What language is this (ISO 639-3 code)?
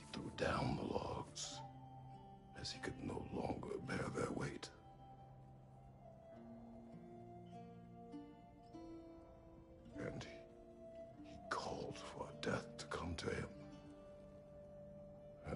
eng